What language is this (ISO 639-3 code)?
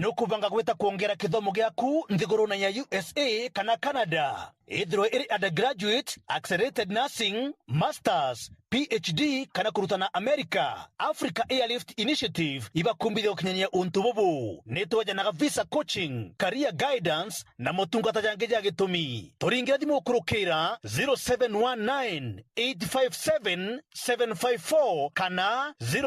mer